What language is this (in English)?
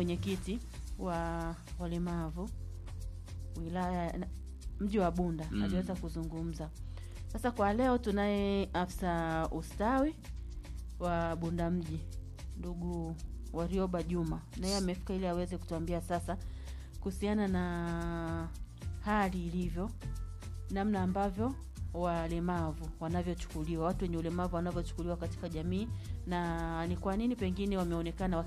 Swahili